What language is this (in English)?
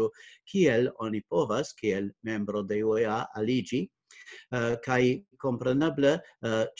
Esperanto